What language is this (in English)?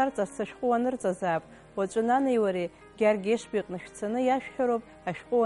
Abkhazian